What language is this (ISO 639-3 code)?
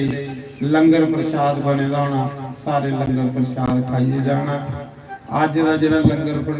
doi